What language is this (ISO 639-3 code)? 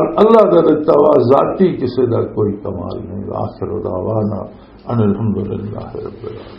lah